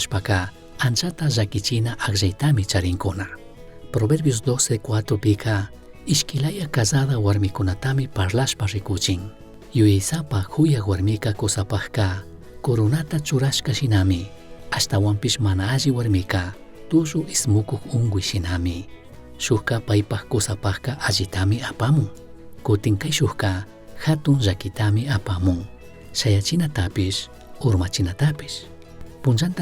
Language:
Chimborazo Highland Quichua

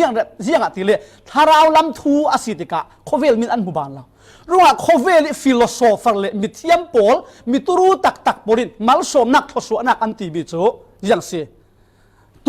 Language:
Falam Chin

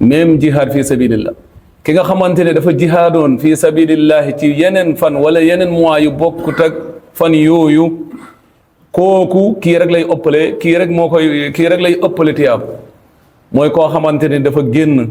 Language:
Wolof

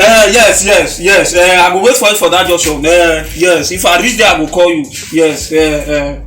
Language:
Nigerian Pidgin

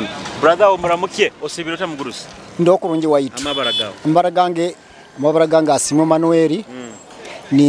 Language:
Nyoro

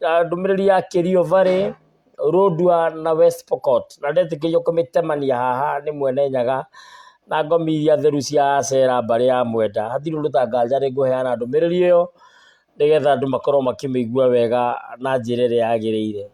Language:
Kikuyu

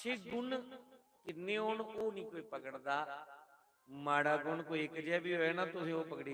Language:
Dogri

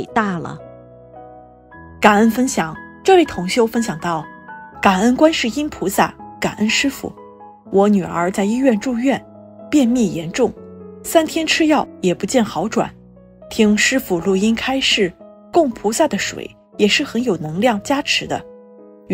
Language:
Chinese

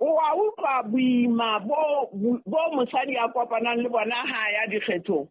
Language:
Southern Sotho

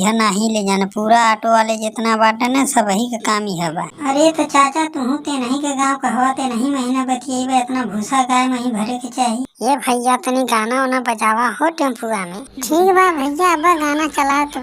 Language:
Bhojpuri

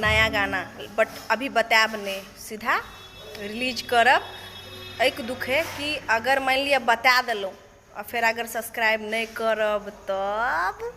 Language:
Maithili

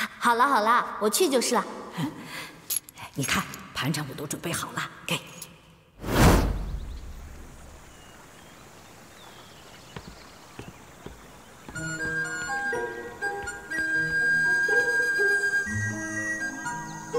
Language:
Chinese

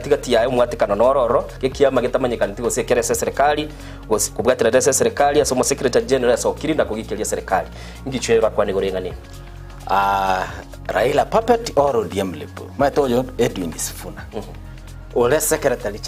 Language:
Gusii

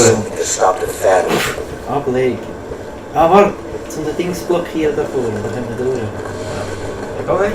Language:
Swiss German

